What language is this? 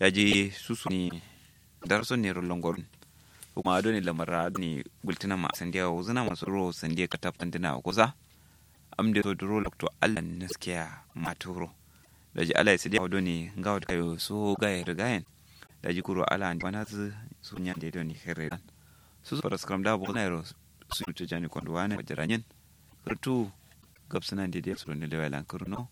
Kanuri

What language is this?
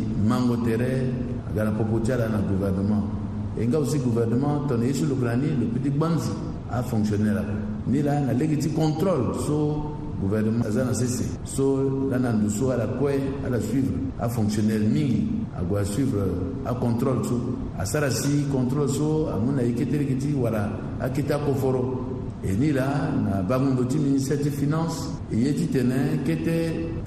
Sango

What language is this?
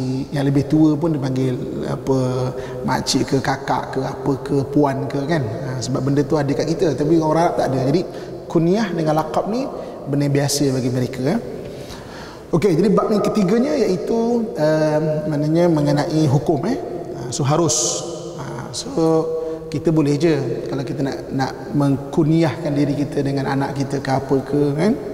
Malay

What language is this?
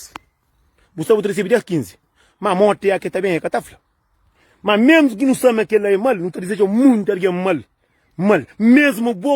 Kabuverdianu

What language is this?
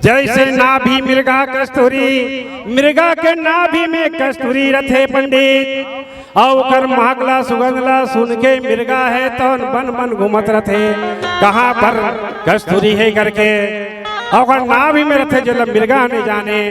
Chhattisgarhi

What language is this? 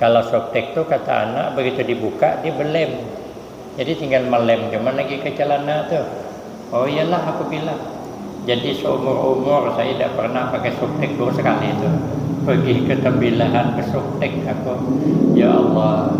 Banjar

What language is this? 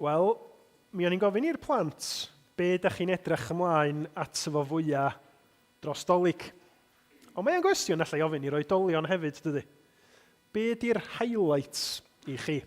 Welsh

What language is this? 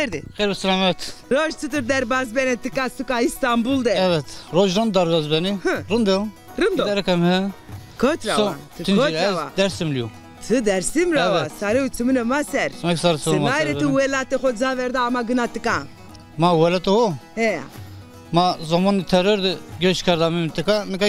Zaza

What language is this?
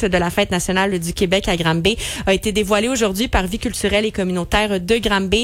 French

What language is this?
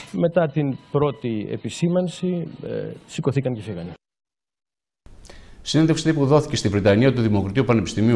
Greek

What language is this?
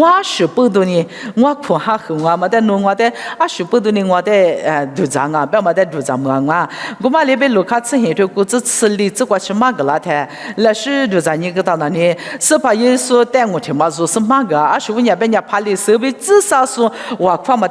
Lisu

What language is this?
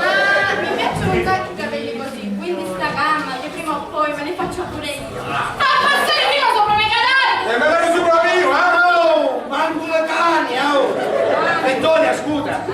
Sicilian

